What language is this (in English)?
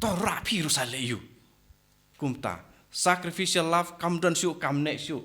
Khasi